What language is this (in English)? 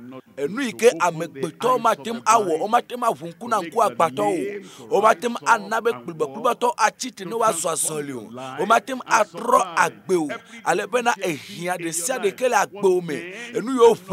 Ewe